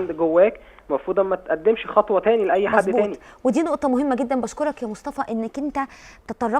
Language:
Egyptian Arabic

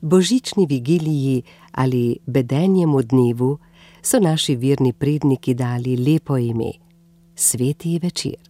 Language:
Slovenian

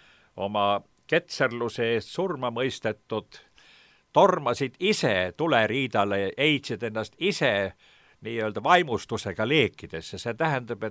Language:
Estonian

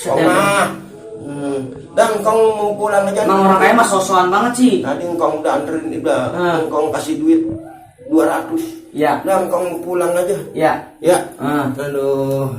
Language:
Betawi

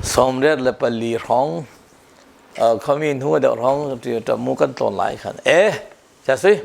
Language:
Falam Chin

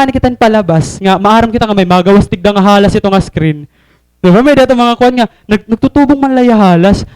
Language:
Waray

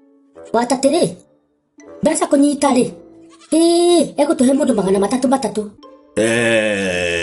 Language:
Kikuyu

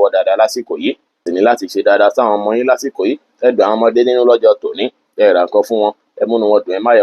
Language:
Yoruba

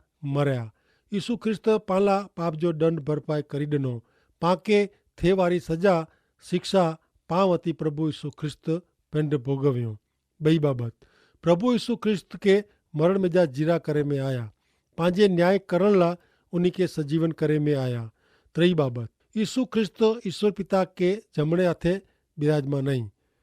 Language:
Kachhi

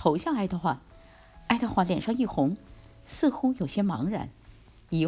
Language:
Chinese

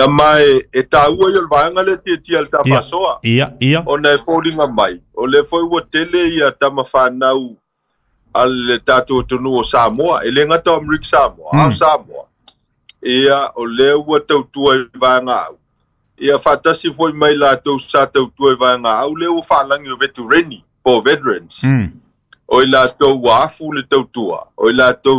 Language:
Samoan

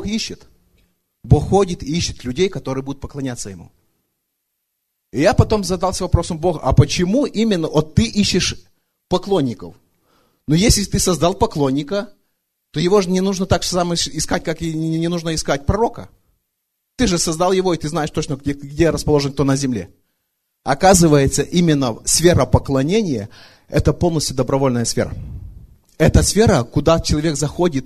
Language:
Russian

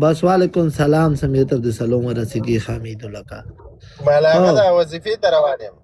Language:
Pashto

